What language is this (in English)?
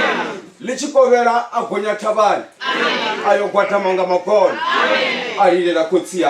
Venda